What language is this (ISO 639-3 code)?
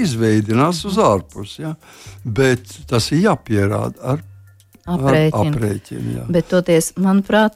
lav